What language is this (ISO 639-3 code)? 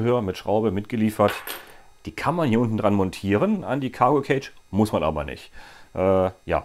deu